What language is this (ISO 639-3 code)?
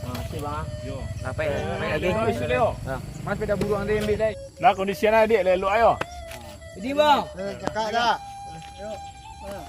min